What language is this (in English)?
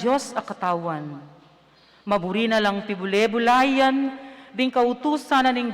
Pampanga